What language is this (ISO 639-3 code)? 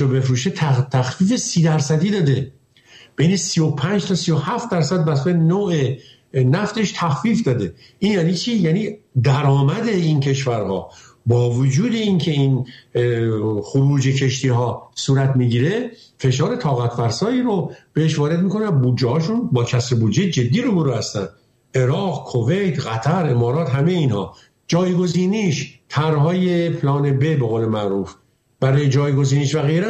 fas